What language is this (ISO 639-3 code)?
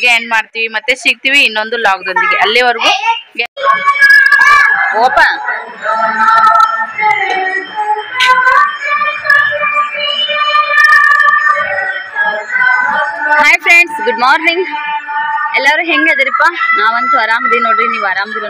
kan